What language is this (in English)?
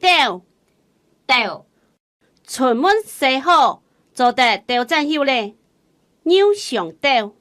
Hakka Chinese